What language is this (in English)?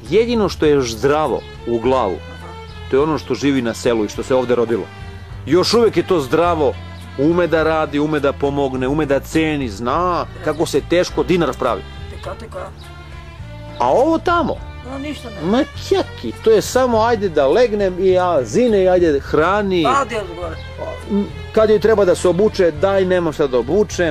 Serbian